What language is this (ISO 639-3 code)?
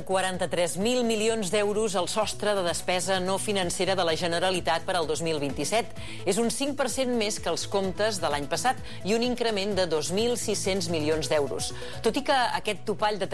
cat